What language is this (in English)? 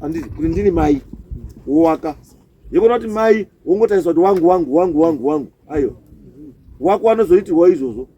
Shona